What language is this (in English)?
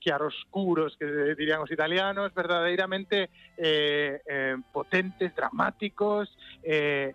Galician